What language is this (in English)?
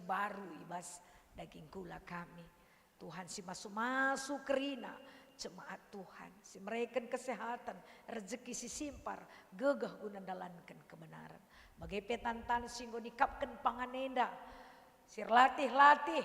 Batak Karo